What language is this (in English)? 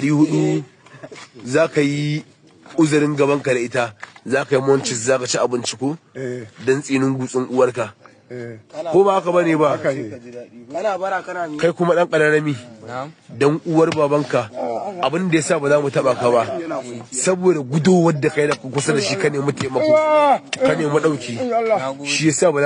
Hausa